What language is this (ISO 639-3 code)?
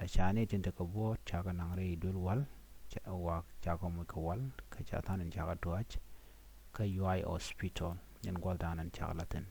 nus